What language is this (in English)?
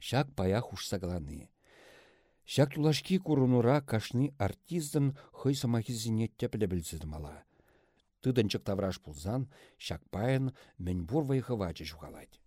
Chuvash